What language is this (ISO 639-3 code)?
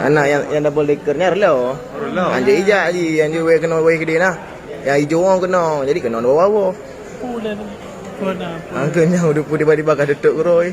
ace